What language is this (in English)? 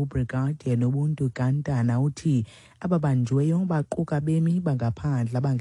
Xhosa